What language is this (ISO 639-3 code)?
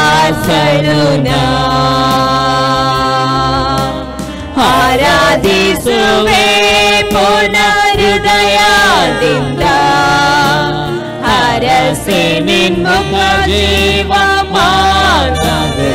kan